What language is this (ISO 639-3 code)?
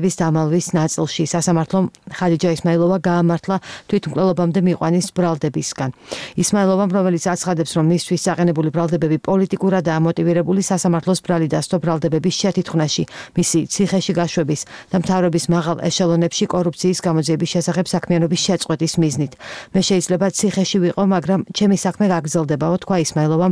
kat